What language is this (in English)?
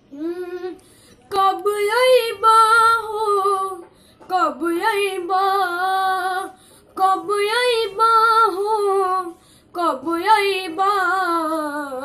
Bhojpuri